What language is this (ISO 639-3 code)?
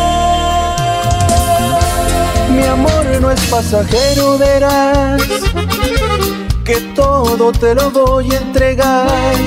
spa